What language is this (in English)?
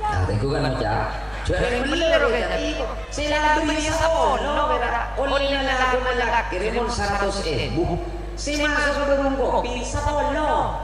Madurese